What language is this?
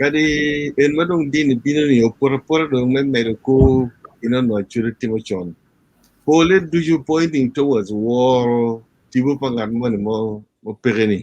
Acoli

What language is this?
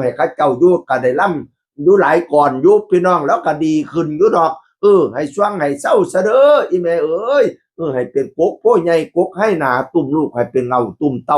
Northeastern Thai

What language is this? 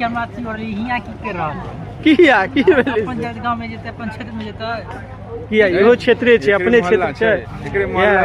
Maithili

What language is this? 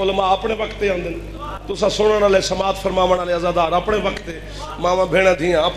Saraiki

